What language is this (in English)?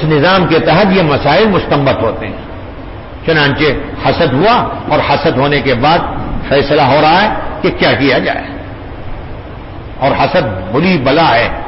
Urdu